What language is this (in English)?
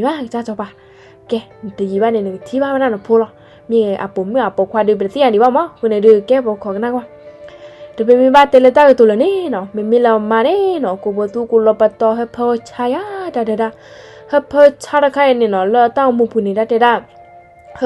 S'gaw Karen